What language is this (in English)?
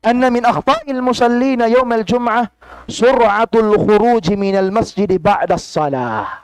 Tausug